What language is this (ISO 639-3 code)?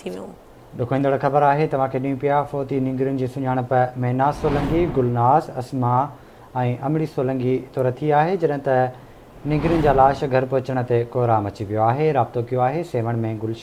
snd